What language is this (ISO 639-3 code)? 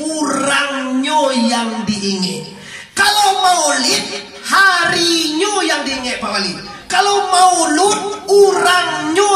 min